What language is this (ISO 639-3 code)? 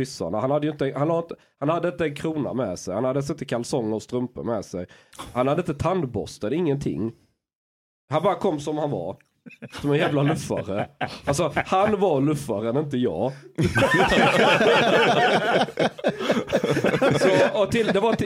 swe